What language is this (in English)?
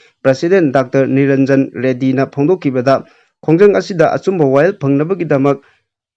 Manipuri